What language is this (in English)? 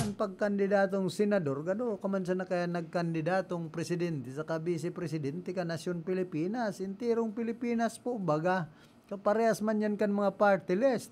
Bikol